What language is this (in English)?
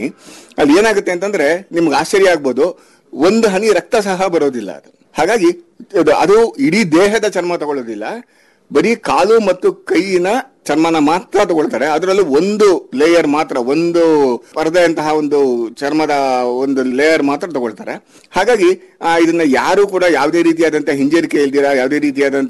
Kannada